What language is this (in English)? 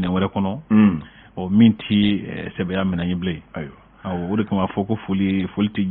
Bambara